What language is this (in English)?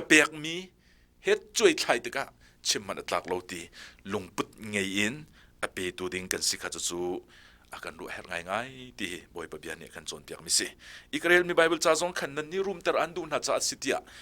Hakha Chin